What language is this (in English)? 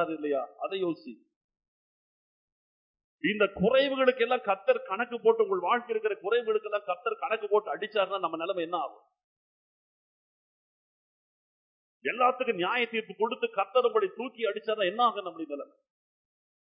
Tamil